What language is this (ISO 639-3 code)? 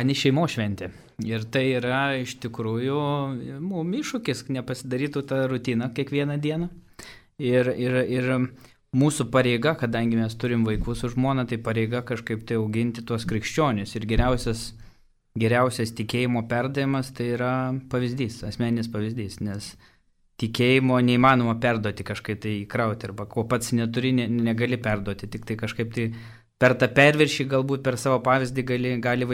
lit